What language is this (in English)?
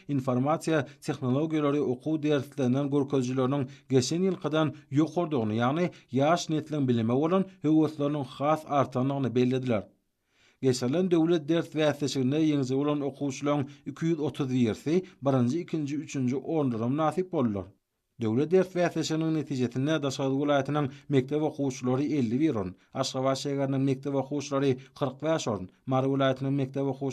Turkmen